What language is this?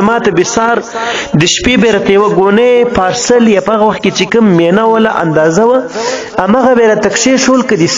Pashto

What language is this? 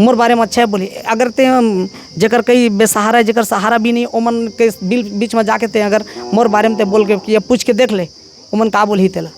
Chhattisgarhi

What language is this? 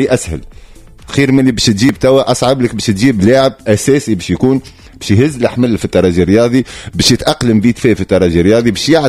Tunisian Arabic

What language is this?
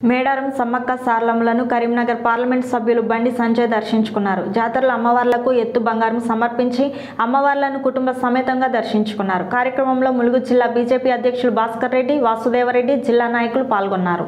Telugu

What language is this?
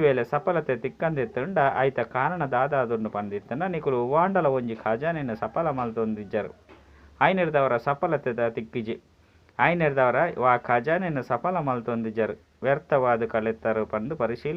Tulu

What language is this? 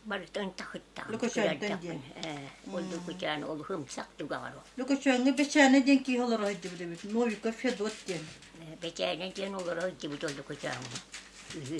Yakut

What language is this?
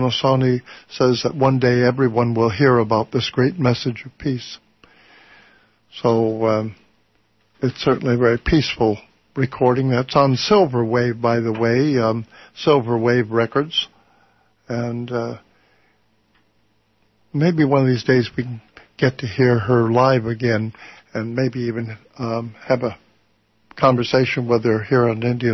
English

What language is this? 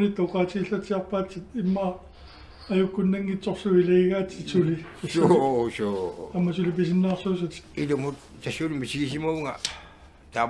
Kalaallisut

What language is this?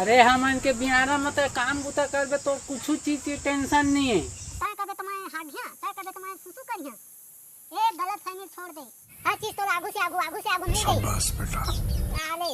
Chhattisgarhi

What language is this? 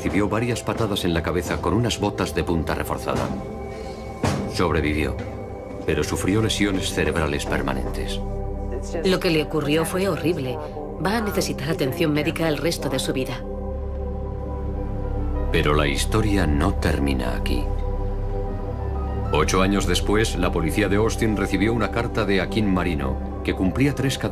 Spanish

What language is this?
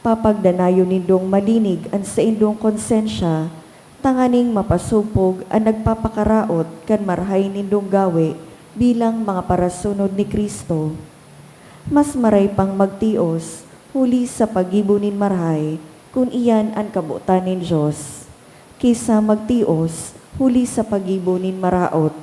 Bikol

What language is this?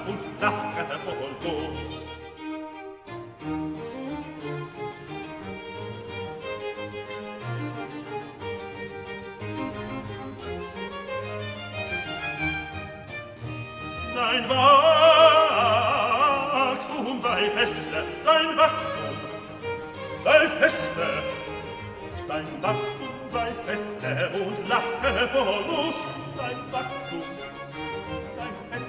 German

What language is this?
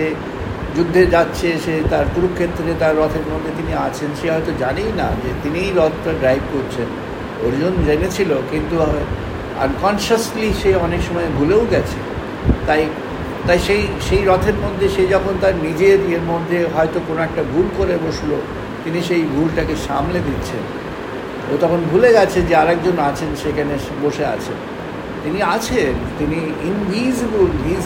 Bangla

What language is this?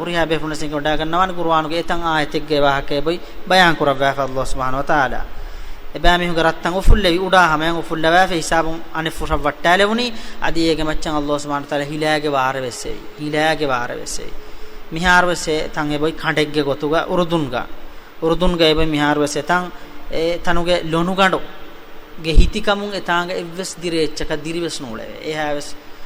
Divehi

